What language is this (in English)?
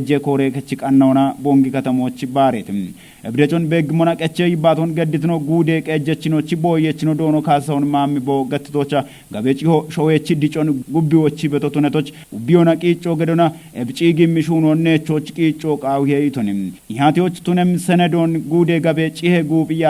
Kafa